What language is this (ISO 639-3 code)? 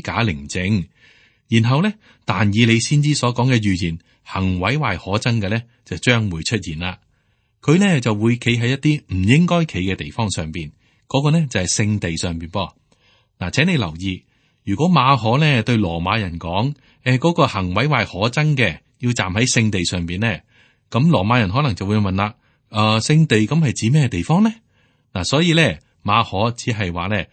yue